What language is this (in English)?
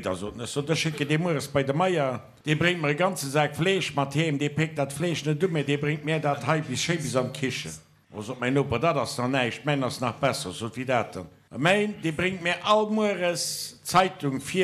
Luxembourgish